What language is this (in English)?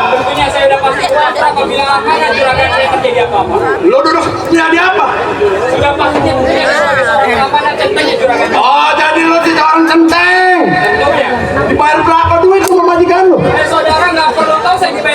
Betawi